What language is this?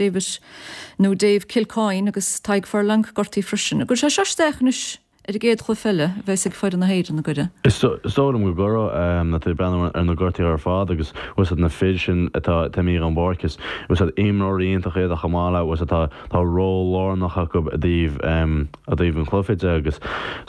Irish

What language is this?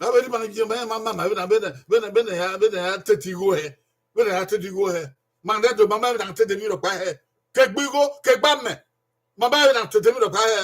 Bini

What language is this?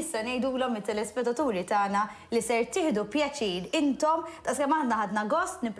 Maltese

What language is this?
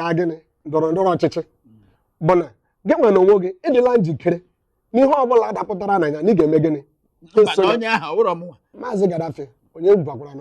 Igbo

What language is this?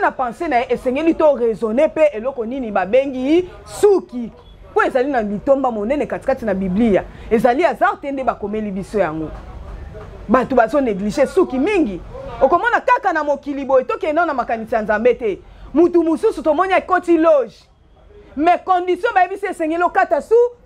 Lingala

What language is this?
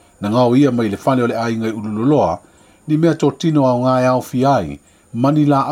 Samoan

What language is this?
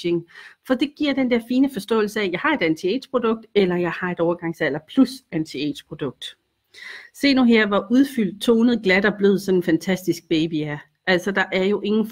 Danish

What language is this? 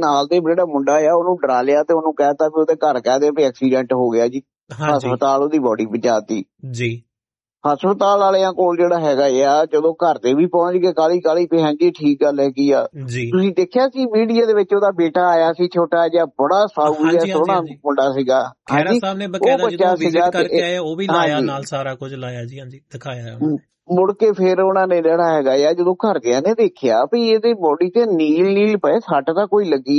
Punjabi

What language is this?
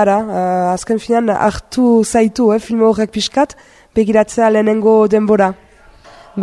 Basque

